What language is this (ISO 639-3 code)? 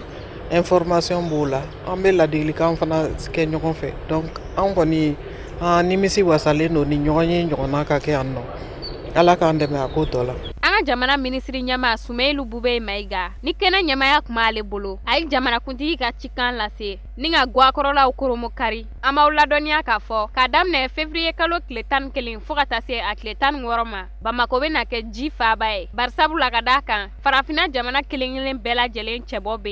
bam